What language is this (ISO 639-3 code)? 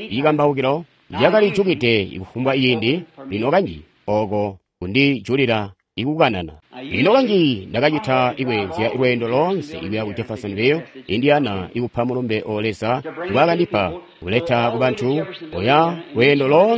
toi